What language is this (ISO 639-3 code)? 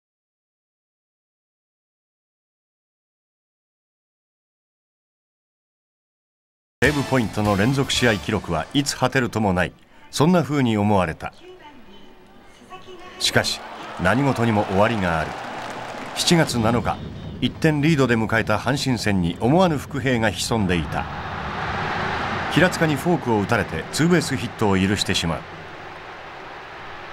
jpn